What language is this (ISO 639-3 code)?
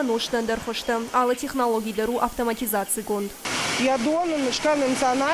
oss